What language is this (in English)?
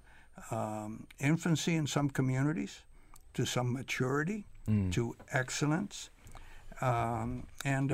English